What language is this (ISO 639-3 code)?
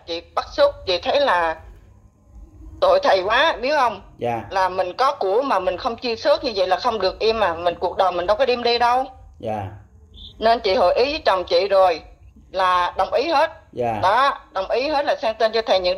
vie